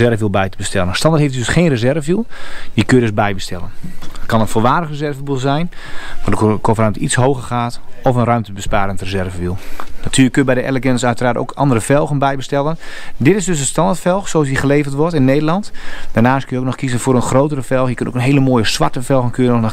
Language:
Dutch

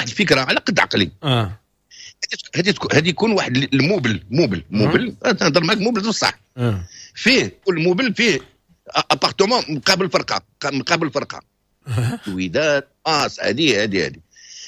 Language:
Moroccan Arabic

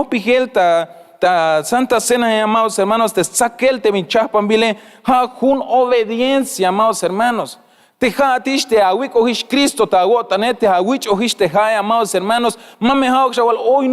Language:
Tzeltal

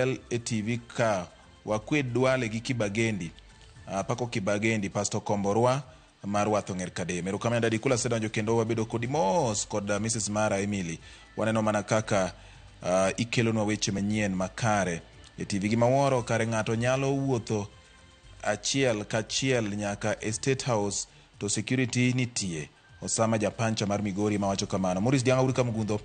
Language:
Luo (Kenya and Tanzania)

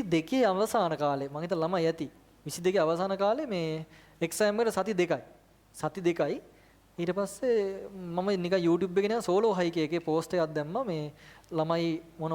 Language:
Sinhala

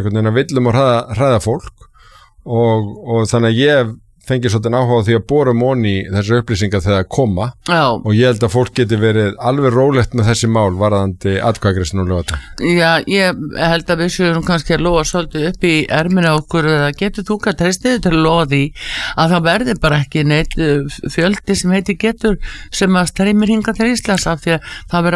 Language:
Icelandic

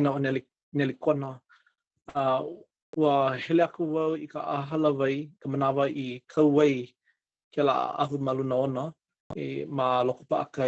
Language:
Hawaiian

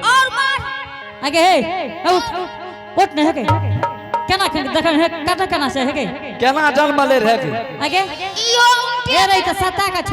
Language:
Angika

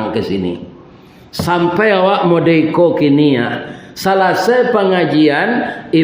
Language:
Minangkabau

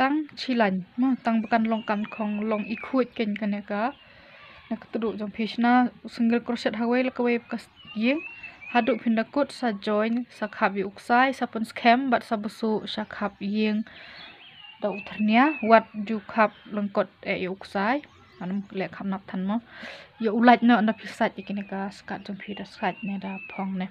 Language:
Khasi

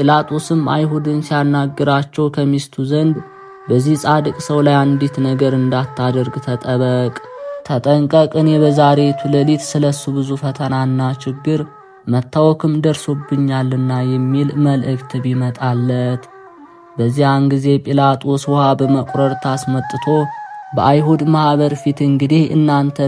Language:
Amharic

